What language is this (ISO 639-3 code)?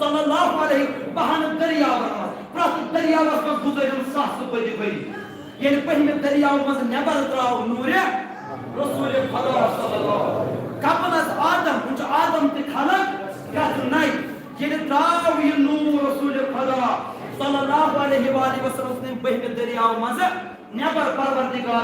kas